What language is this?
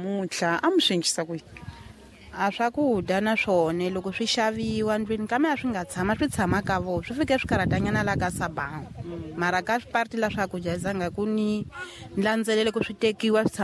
Tsonga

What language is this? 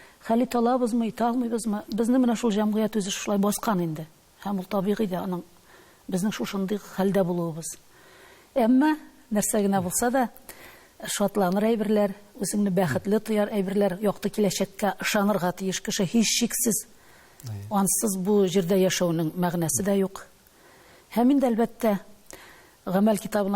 Tatar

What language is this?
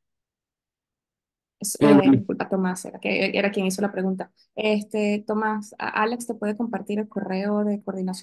Spanish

